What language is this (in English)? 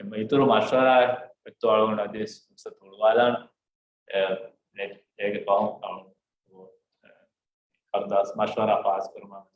Divehi